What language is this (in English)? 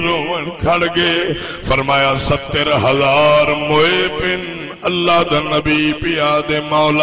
Saraiki